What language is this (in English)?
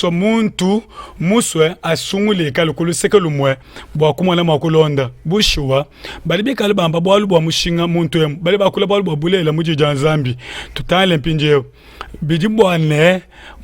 Luba-Lulua